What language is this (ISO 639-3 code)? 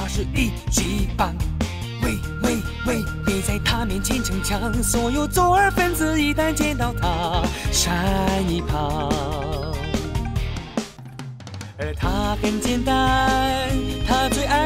zho